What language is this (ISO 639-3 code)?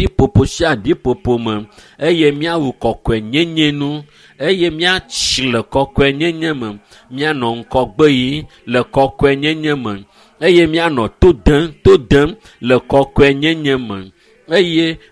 ewe